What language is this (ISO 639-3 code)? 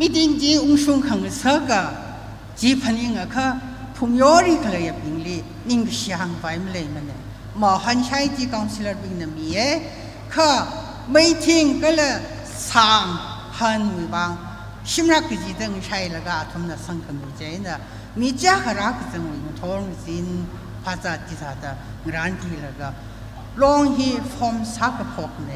nmf